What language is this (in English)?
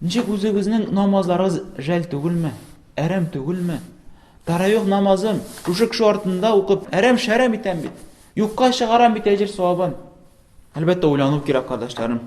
Tatar